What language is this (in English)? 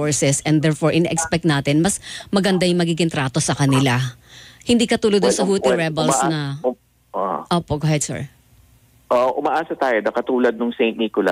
Filipino